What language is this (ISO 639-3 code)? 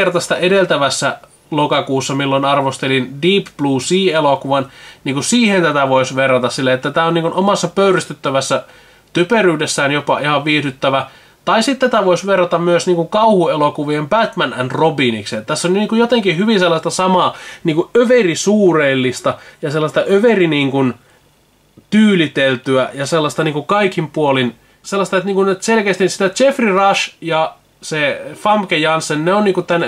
fin